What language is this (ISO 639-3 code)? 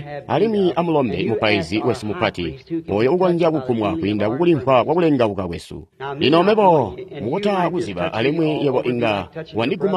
toi